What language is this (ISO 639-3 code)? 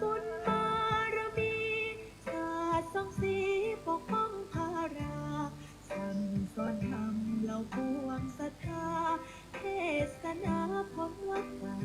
pli